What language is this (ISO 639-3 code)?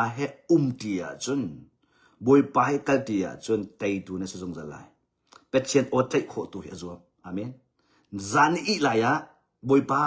cnh